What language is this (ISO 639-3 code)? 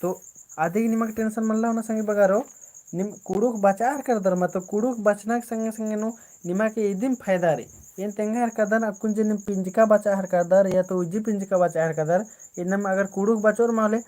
kru